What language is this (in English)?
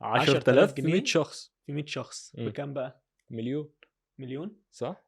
Egyptian Arabic